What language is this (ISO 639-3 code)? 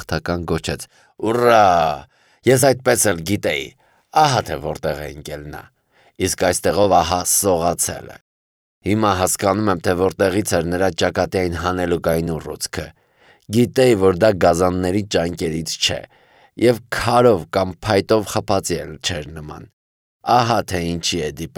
hye